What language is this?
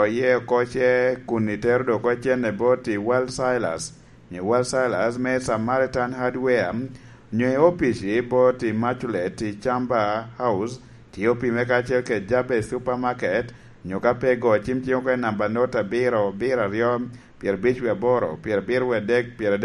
Lango (Uganda)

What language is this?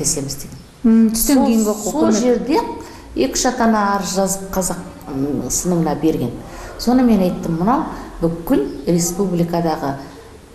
Kazakh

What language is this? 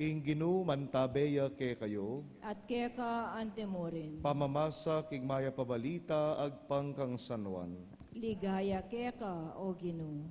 Pampanga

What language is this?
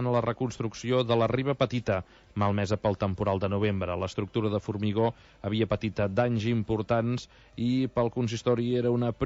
Catalan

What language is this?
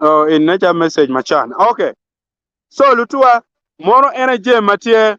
Acoli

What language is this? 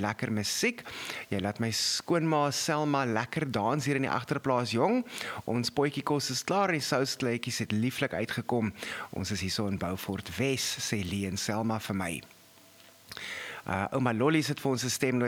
Afrikaans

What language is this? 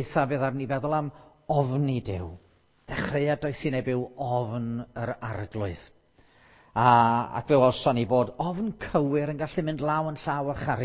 Welsh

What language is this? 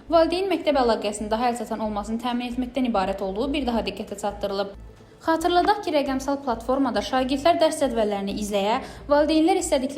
Azerbaijani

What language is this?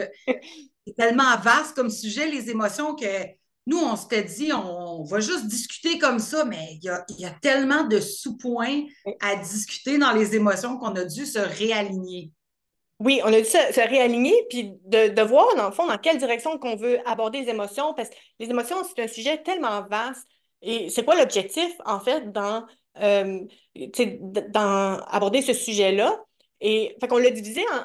French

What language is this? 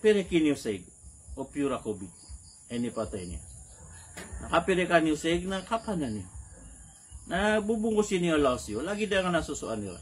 Maranao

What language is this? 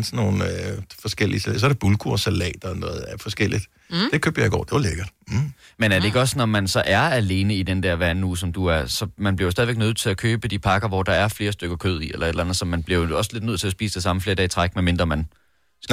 Danish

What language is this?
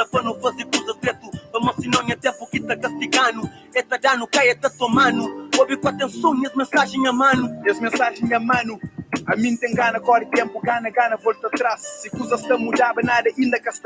Kabuverdianu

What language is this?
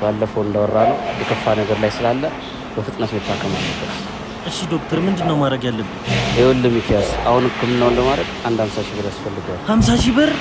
Amharic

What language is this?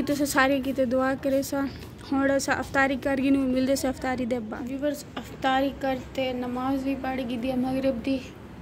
Saraiki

